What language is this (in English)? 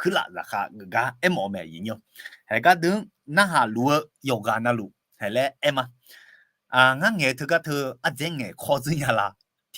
Akha